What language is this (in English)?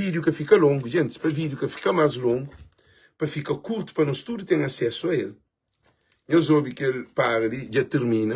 Kabuverdianu